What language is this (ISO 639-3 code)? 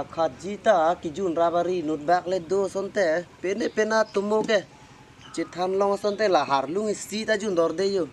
mjw